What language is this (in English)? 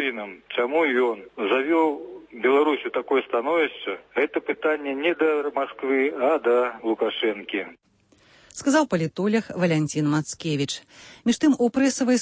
Belarusian